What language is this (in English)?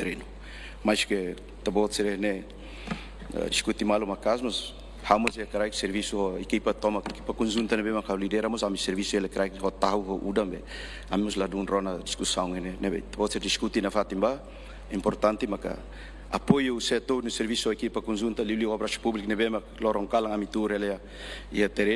Tetum